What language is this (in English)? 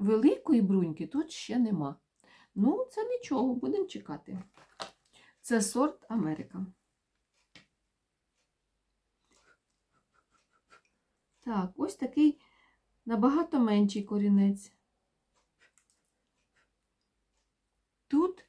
Ukrainian